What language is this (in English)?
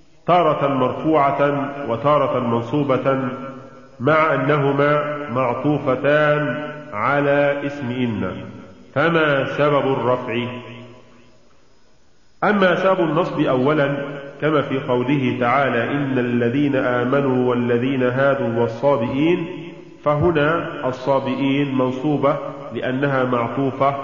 Arabic